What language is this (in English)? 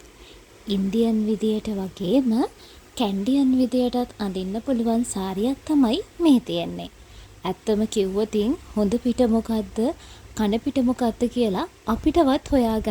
Sinhala